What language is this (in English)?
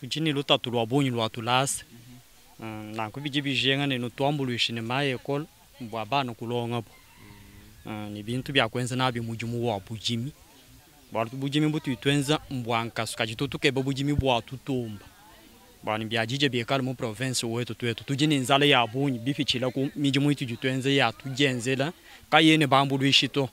Luba-Lulua